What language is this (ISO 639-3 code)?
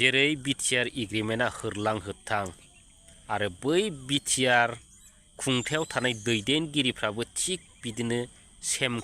brx